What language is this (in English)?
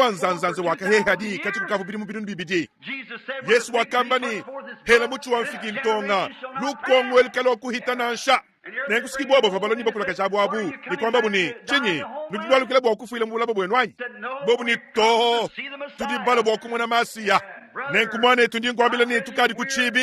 Luba-Lulua